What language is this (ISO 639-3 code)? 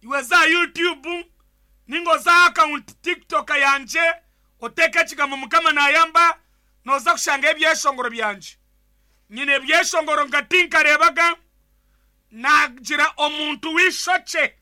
nyn